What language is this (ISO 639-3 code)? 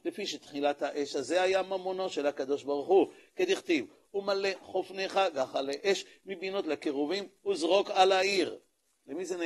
heb